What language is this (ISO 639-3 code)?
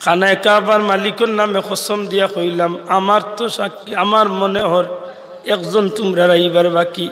syl